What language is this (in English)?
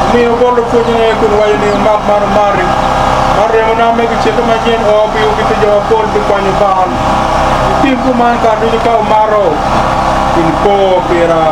Acoli